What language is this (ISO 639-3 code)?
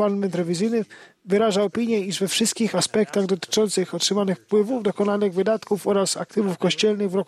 pol